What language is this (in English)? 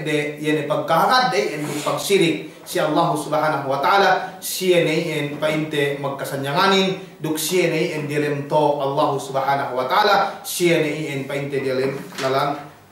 Yakan